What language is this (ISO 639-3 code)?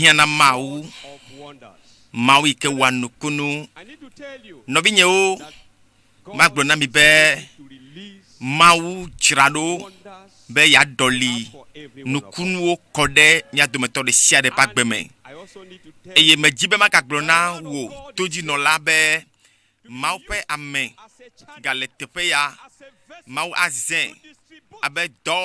ewe